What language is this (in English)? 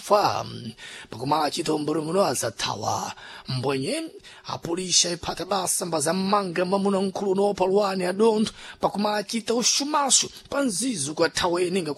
Sena